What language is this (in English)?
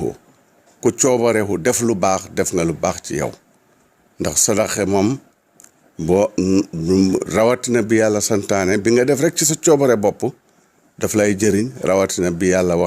Wolof